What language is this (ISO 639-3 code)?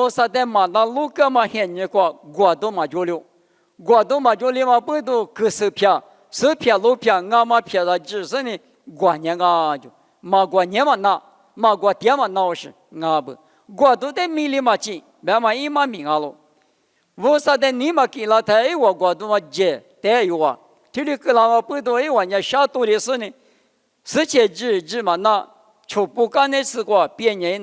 lis